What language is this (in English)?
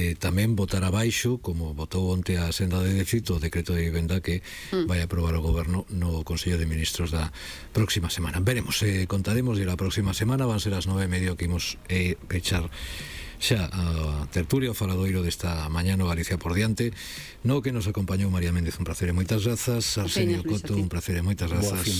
Galician